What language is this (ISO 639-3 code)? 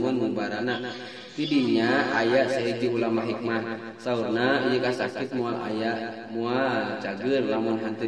sun